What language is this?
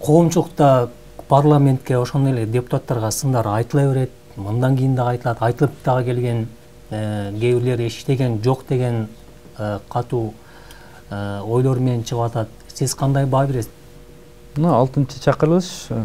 Kyrgyz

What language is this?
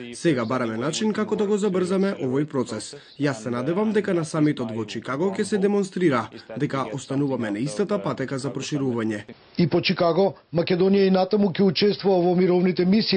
Macedonian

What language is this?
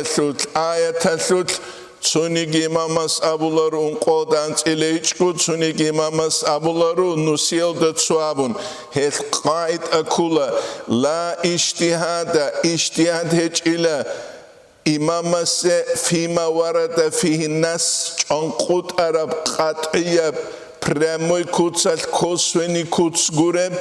Avaric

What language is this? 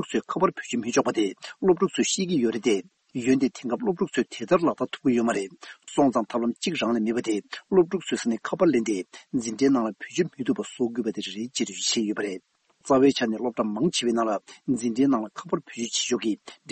Tibetan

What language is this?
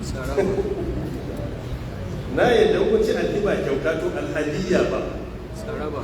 Hausa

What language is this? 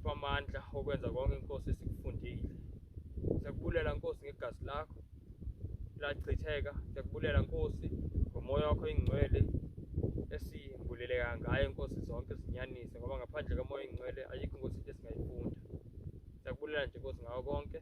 Zulu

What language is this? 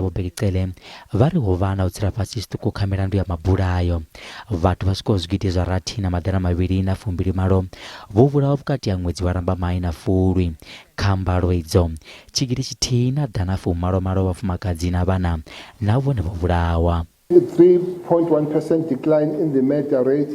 Venda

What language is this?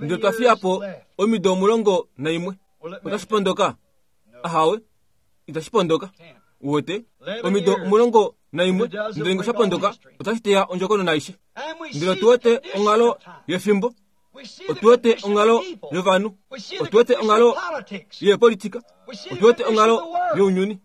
Kuanyama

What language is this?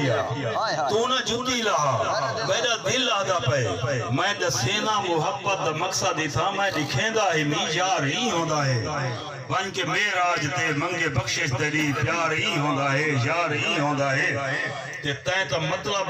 Saraiki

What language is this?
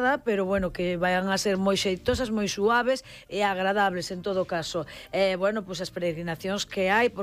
Galician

